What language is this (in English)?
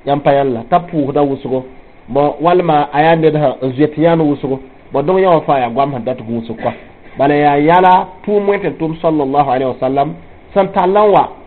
Mossi